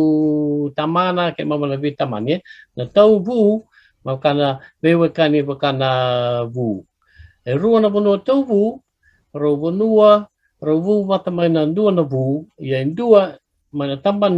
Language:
Fijian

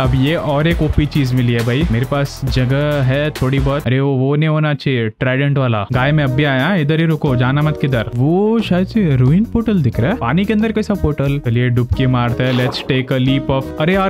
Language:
Hindi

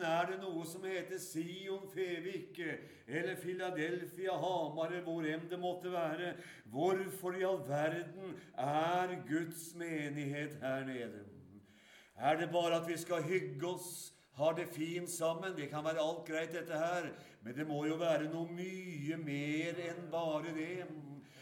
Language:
Norwegian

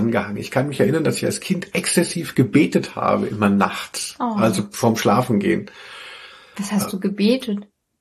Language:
German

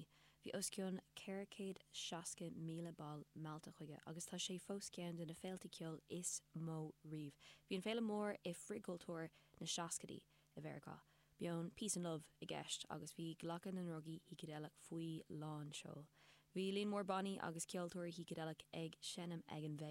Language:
Irish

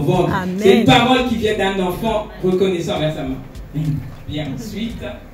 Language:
French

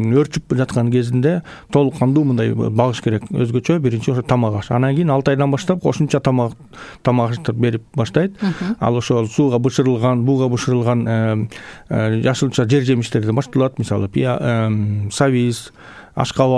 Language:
Kyrgyz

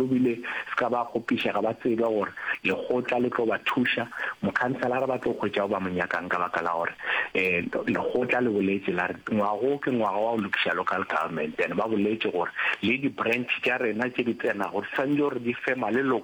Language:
Northern Sotho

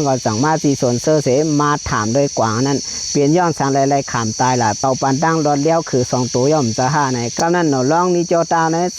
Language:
Shan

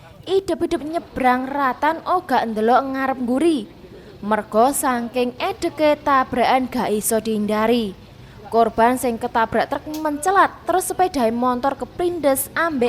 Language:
Javanese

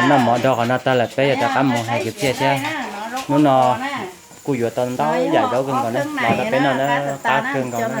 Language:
Hmong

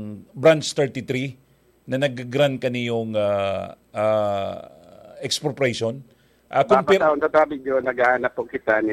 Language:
Bikol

